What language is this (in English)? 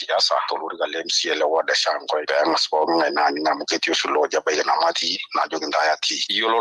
Masai